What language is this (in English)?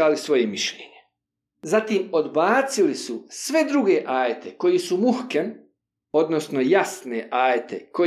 Bosnian